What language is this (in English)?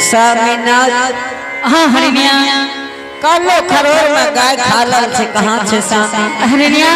Angika